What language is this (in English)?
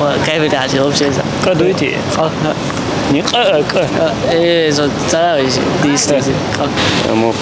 Chechen